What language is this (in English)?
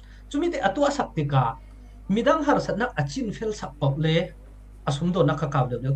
Falam Chin